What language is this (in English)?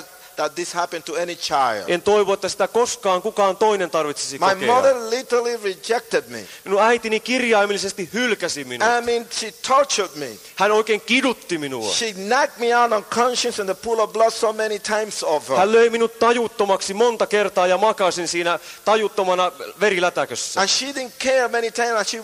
Finnish